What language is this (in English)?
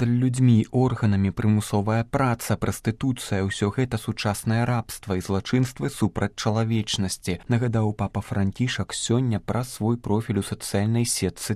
Belarusian